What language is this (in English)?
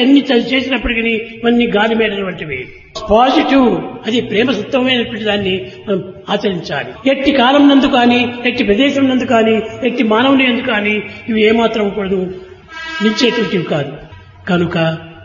Telugu